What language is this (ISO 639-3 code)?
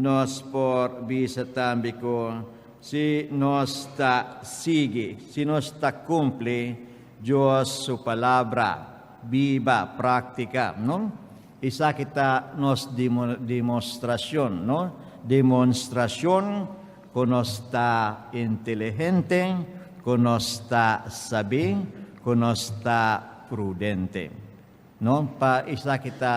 pap